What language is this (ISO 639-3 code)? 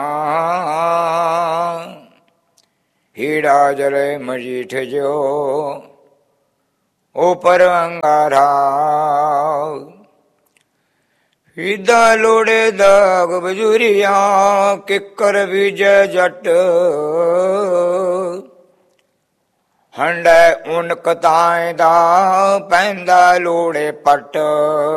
pan